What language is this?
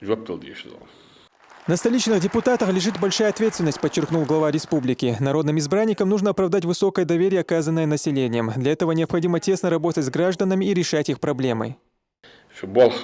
Chechen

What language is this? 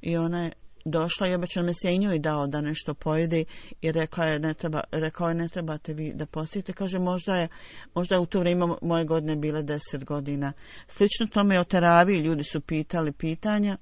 Bosnian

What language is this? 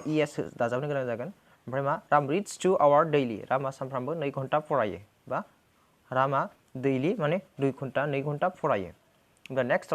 Bodo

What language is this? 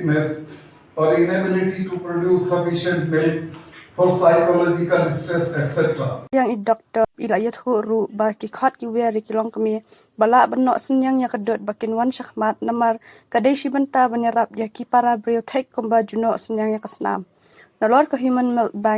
Khasi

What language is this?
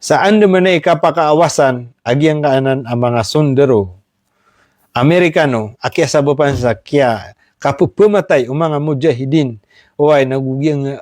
Maranao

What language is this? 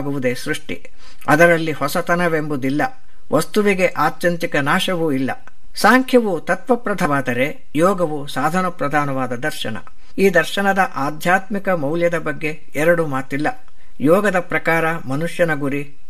Kannada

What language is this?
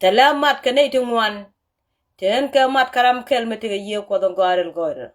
Nuer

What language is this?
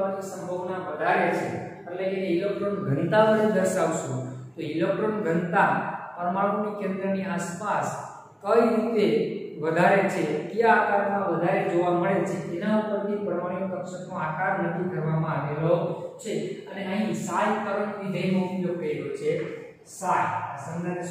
Gujarati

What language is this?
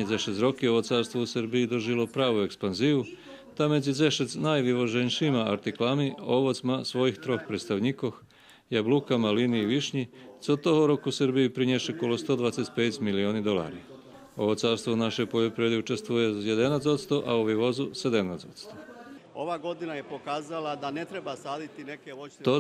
Rusyn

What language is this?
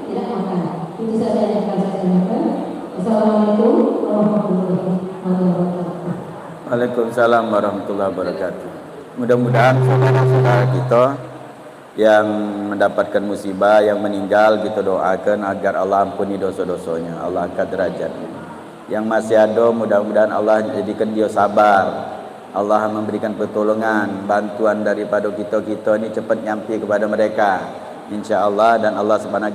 Musi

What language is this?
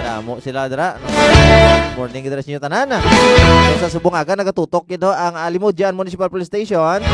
Hiligaynon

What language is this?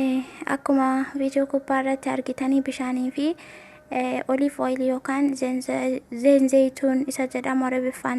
Oromo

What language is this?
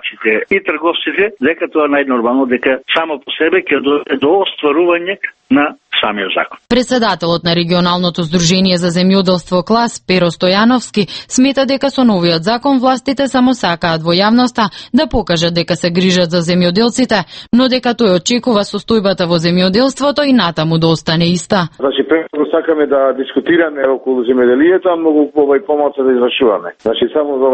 Macedonian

